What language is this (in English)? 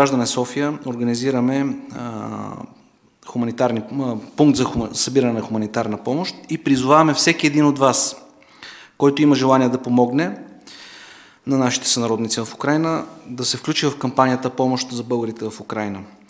Bulgarian